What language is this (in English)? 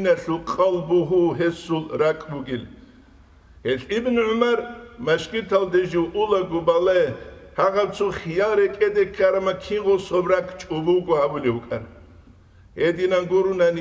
Avaric